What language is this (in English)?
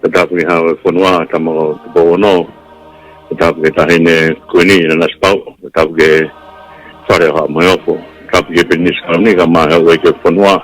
Tongan